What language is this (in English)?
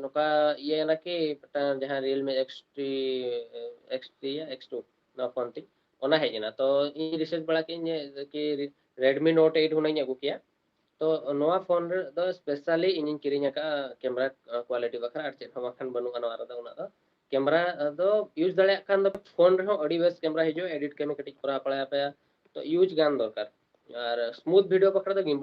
Santali